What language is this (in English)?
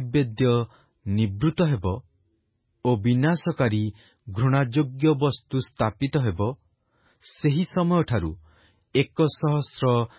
Odia